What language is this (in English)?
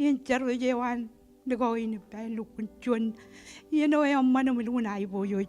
Marshallese